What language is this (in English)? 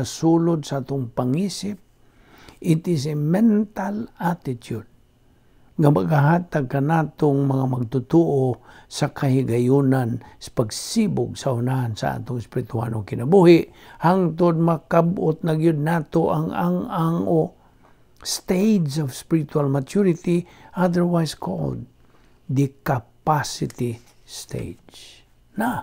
Cebuano